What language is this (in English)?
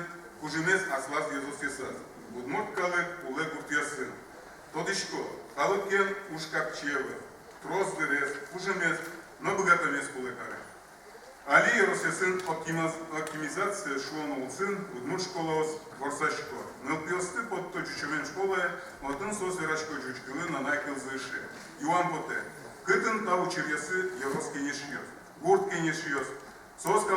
Udmurt